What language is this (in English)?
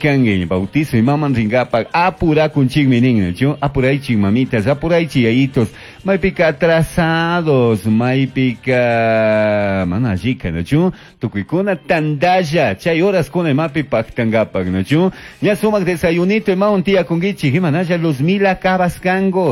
Chimborazo Highland Quichua